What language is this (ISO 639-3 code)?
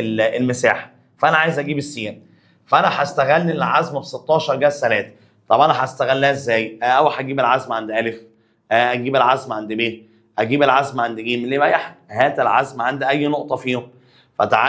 arz